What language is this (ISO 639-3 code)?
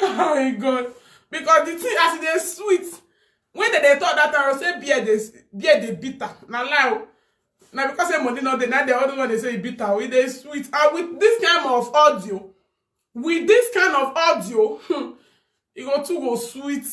pcm